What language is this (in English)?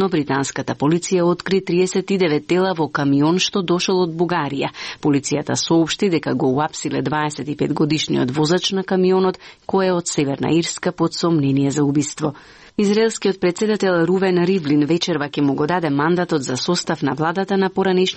Macedonian